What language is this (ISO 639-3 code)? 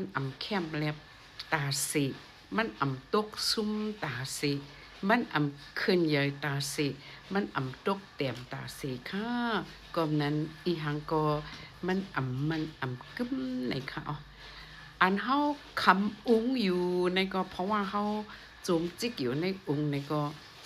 shn